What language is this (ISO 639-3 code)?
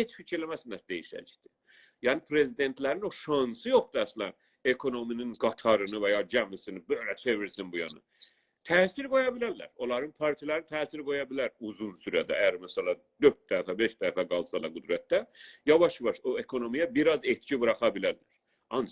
azb